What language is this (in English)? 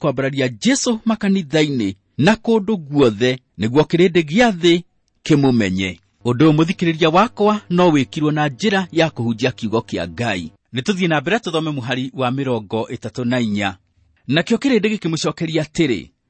Kikuyu